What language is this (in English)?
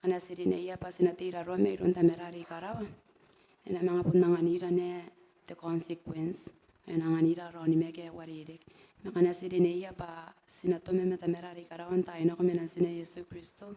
Gilbertese